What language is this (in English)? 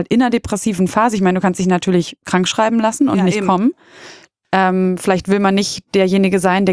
German